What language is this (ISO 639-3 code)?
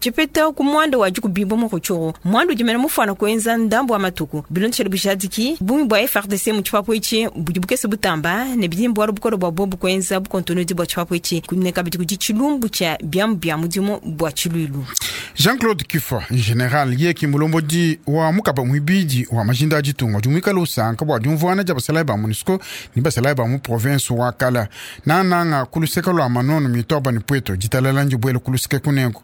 lua